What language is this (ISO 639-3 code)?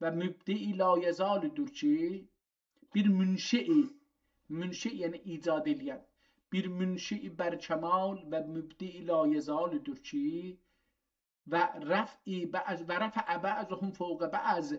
azb